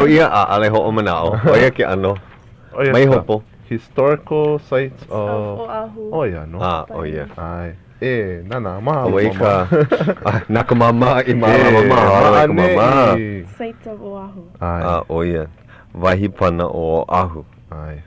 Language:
Hawaiian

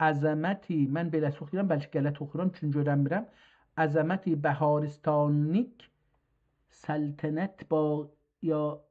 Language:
South Azerbaijani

